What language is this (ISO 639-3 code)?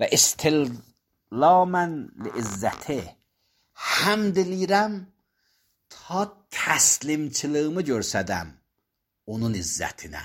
aze